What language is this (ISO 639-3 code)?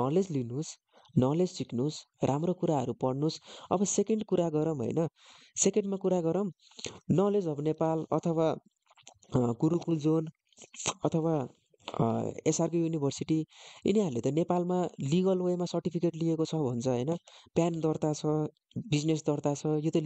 nep